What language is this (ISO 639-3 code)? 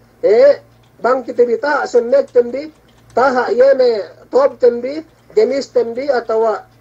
yka